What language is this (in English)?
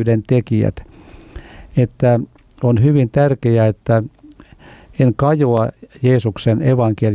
Finnish